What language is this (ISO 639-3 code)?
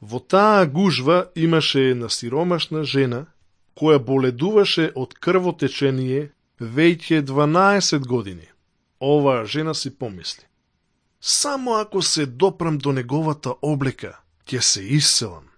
mkd